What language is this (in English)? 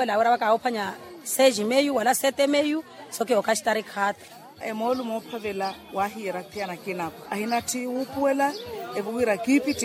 Makhuwa